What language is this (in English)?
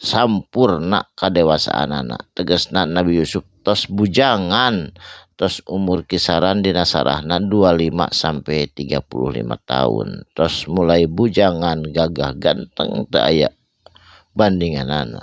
Sundanese